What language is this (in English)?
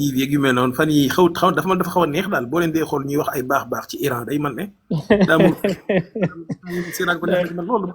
Wolof